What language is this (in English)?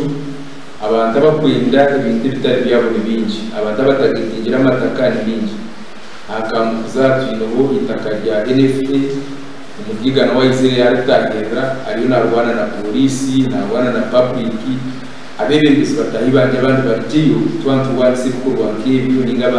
Nyankole